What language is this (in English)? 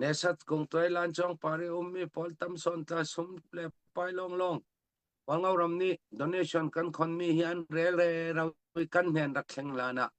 Falam Chin